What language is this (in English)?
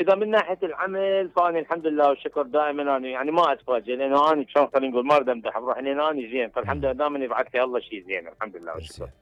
Mesopotamian Arabic